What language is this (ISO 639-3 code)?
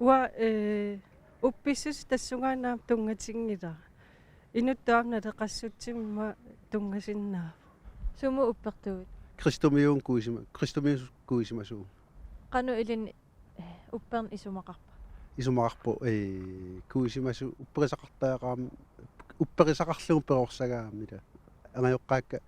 kal